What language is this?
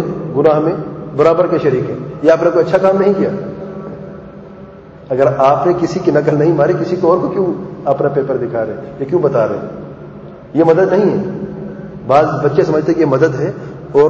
Urdu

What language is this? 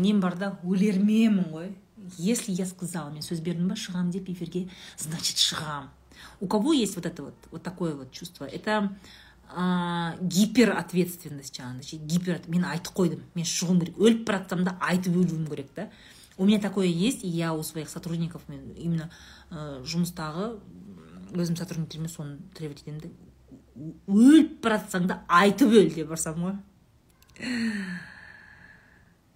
Kazakh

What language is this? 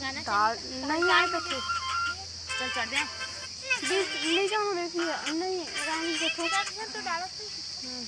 Chhattisgarhi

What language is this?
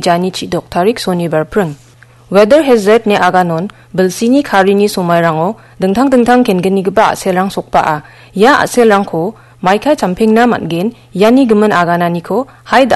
Garo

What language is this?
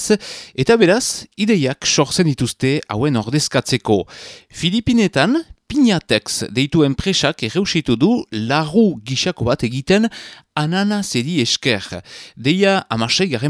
Basque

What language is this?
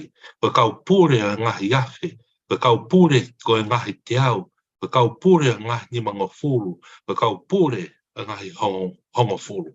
Tongan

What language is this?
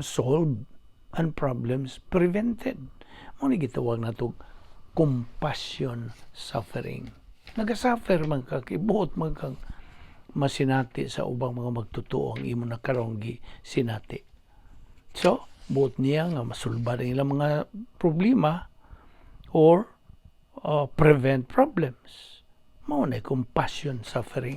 Cebuano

